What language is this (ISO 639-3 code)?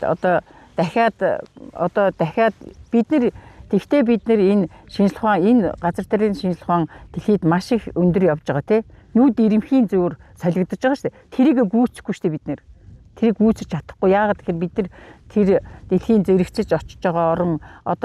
mon